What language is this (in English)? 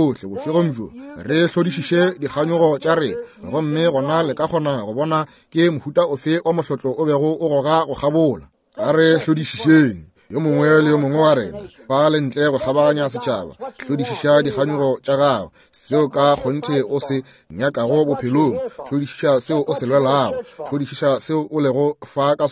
Northern Sotho